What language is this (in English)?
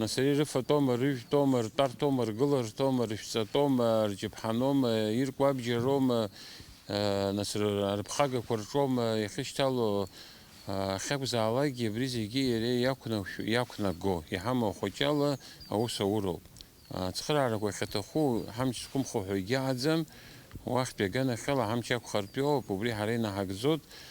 Abkhazian